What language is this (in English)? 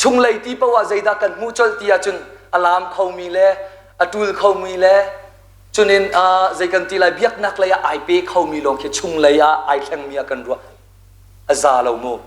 Hakha Chin